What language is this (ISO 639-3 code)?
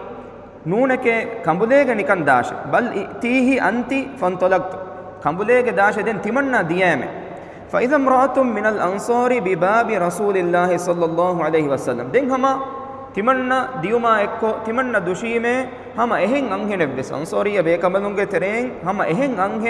div